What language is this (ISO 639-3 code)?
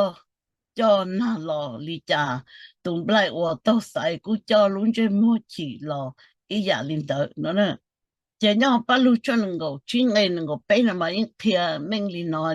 hmn